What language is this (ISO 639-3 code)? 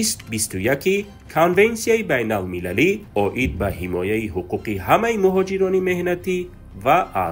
tgk